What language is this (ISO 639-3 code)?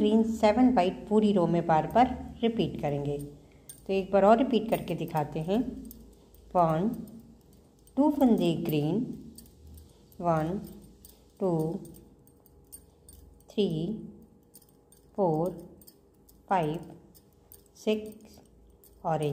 hin